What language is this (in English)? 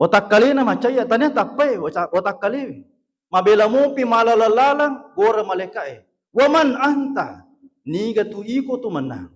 Buginese